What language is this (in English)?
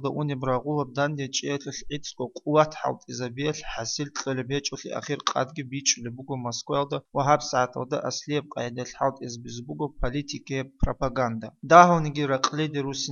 Avaric